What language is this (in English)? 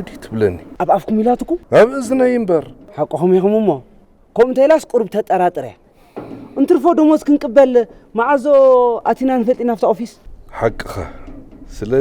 Tigrinya